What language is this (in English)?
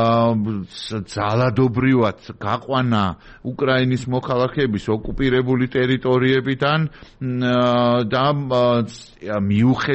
Georgian